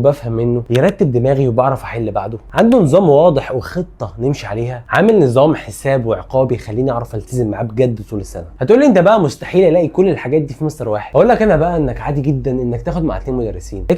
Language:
Egyptian Arabic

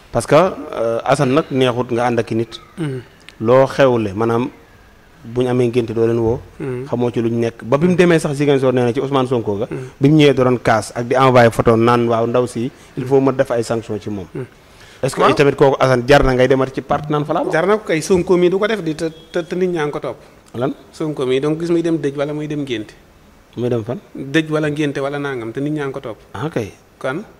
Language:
Wolof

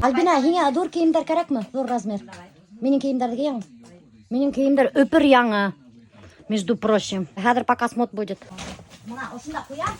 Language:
Bashkir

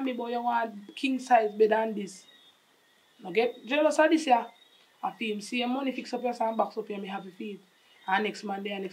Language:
Jamaican Creole English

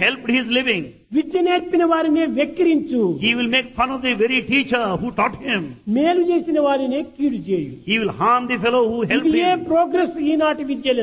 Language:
Telugu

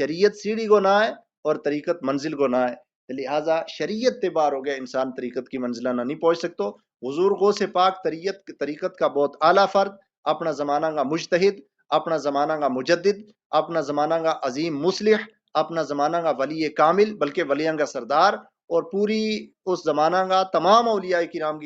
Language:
Gujari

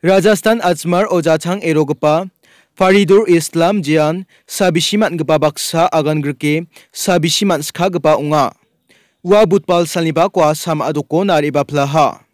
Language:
Garo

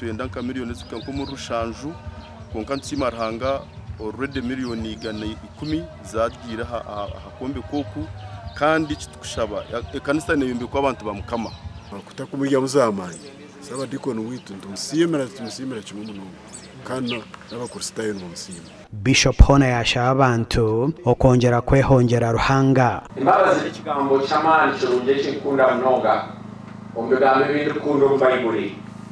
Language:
Nyankole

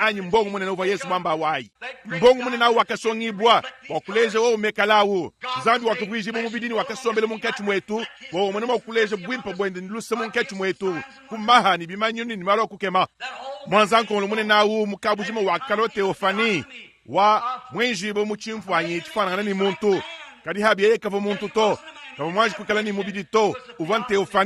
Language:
Luba-Lulua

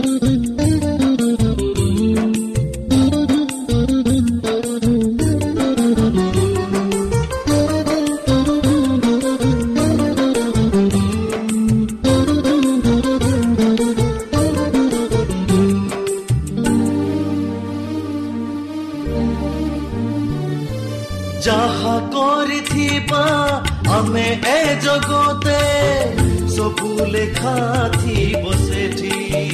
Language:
Odia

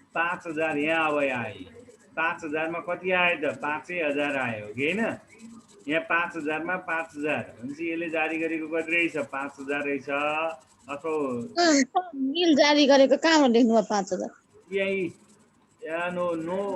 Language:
Nepali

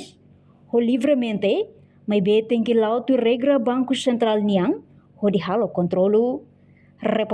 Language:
Tetum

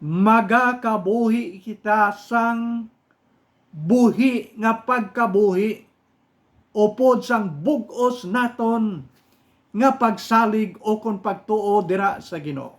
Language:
Hiligaynon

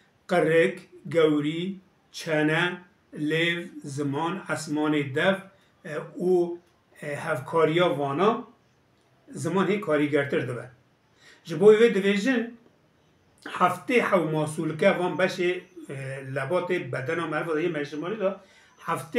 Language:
Kurdish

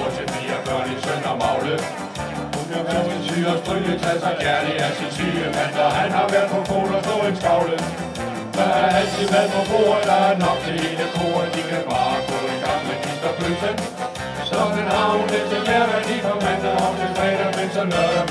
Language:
Danish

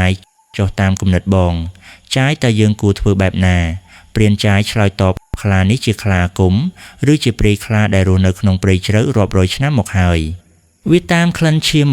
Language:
Khmer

